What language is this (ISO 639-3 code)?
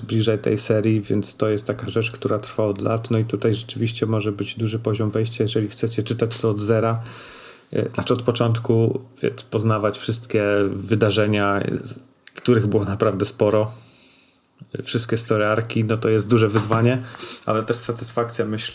pol